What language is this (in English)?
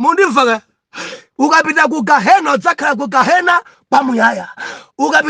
Nyanja